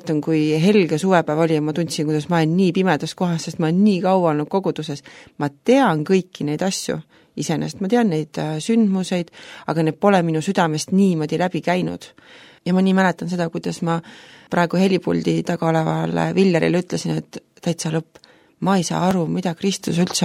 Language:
Estonian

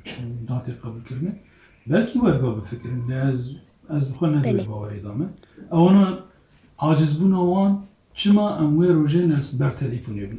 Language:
Kurdish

